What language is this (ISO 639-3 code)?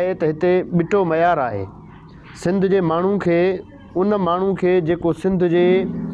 snd